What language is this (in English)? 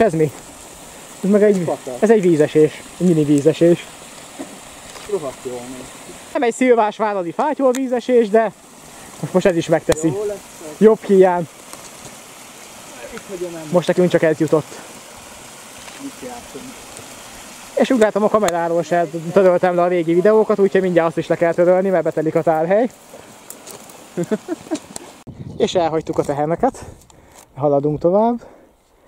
Hungarian